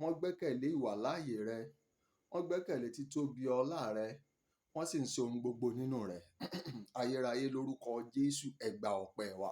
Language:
Yoruba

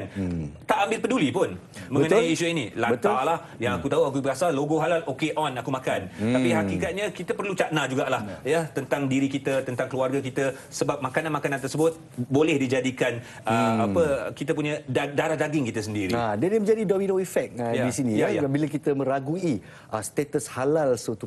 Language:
Malay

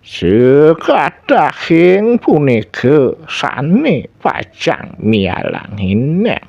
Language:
Balinese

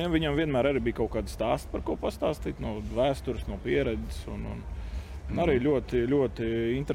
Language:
Latvian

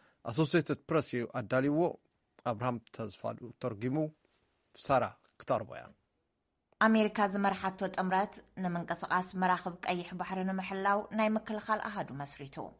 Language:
Tigrinya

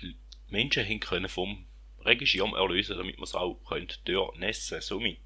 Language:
Swiss German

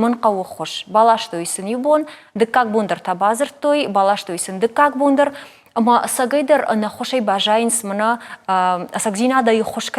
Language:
Ossetic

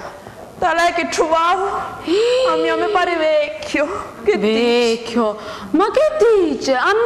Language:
Sicilian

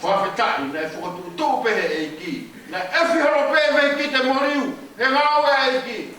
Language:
Tongan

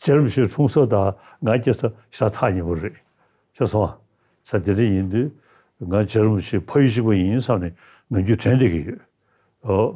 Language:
Tibetan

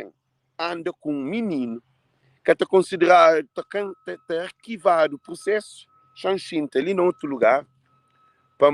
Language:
Kabuverdianu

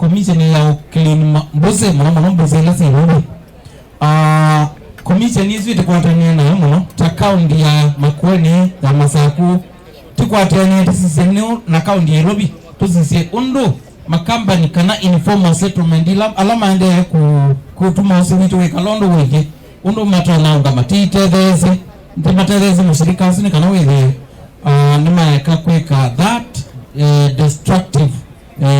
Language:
Kamba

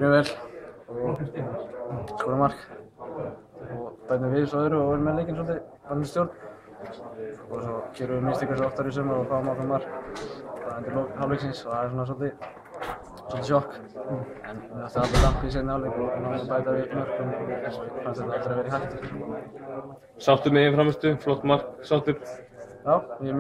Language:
Icelandic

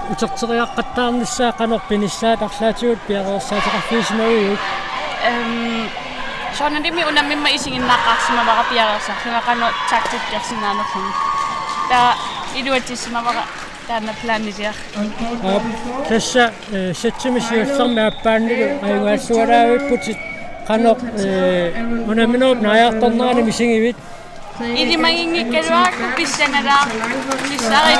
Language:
Kalaallisut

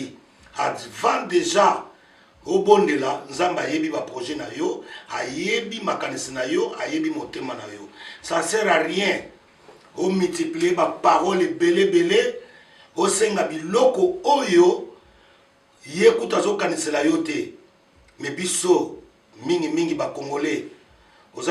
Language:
Lingala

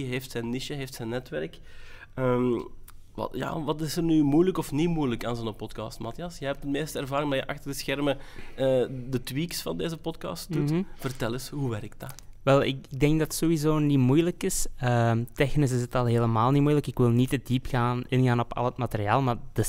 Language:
Dutch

